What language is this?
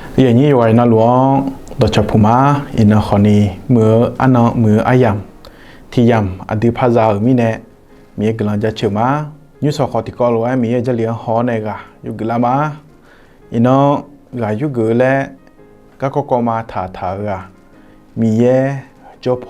Akha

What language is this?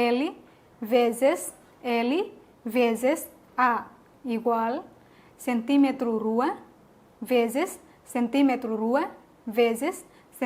Tetum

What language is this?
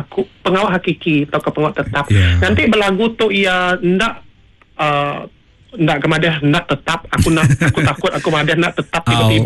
Iban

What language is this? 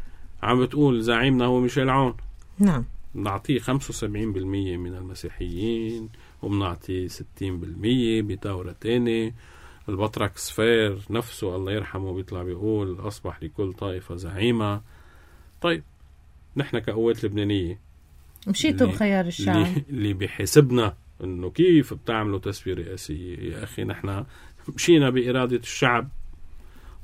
North Levantine Arabic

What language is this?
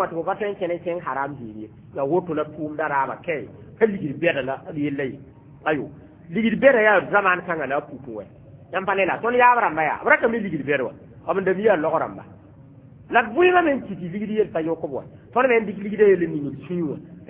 Mossi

